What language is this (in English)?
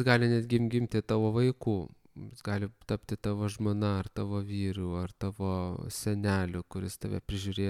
Lithuanian